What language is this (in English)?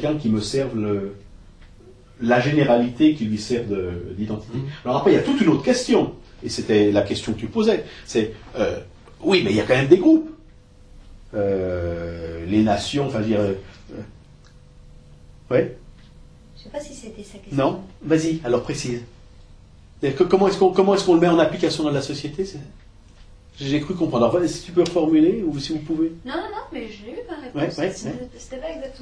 French